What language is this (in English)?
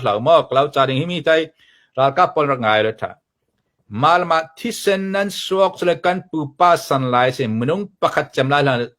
Falam Chin